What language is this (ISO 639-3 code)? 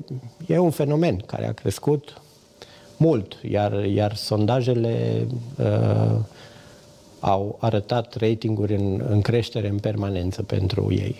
ron